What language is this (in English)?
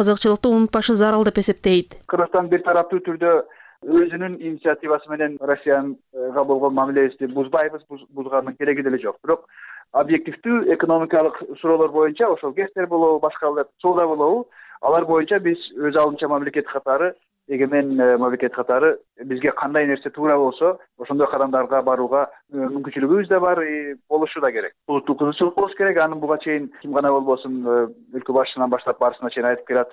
Kyrgyz